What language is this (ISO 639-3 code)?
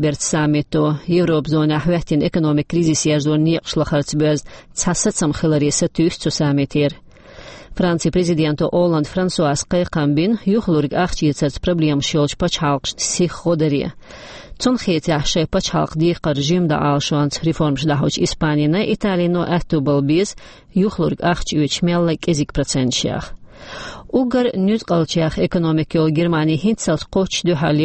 che